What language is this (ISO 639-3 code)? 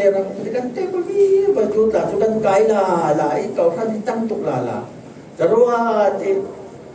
cfm